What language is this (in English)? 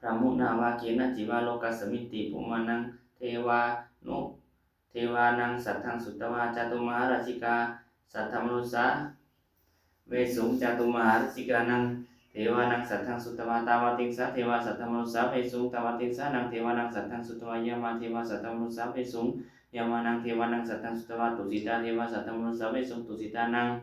Pali